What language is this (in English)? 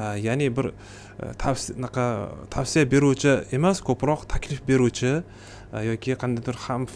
Uzbek